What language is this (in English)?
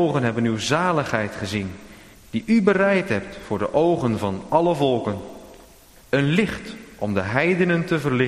Dutch